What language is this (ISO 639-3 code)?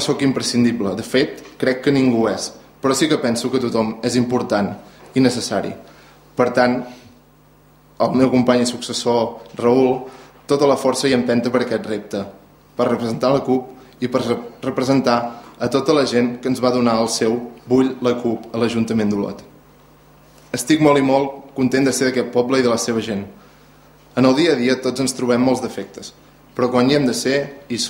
cat